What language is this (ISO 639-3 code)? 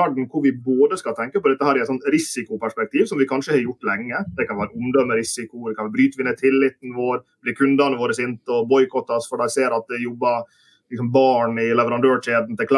nor